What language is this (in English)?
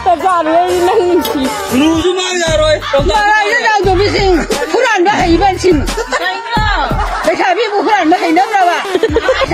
Manipuri